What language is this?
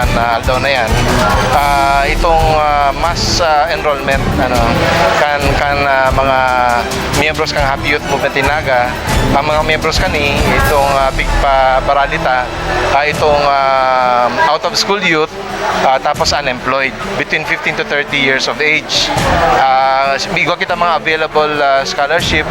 Bikol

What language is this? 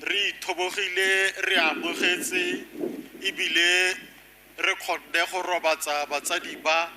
Tswana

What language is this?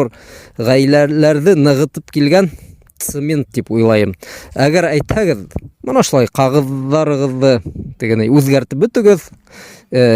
Bashkir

